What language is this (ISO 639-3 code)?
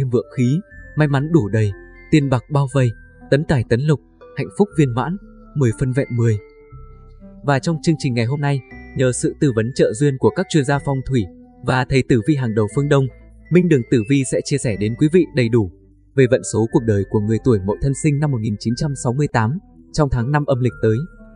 vie